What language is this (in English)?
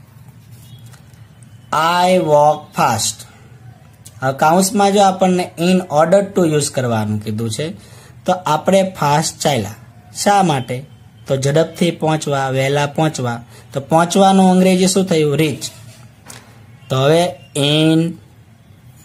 Gujarati